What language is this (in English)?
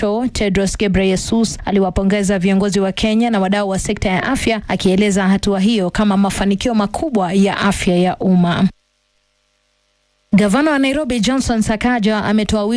Swahili